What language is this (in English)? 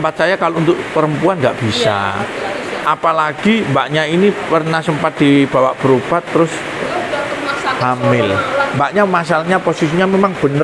Indonesian